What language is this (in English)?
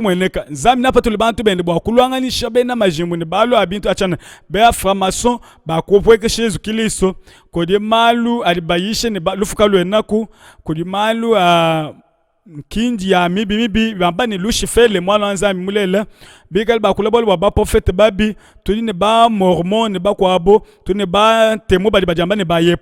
Luba-Lulua